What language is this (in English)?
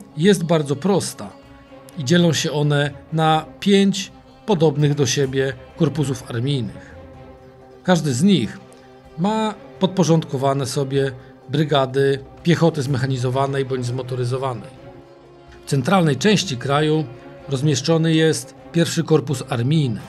Polish